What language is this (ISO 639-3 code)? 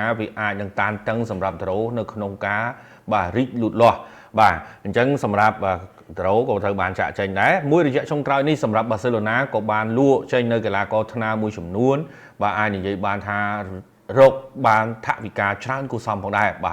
khm